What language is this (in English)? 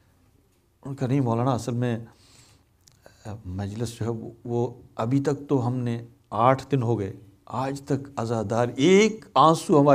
Urdu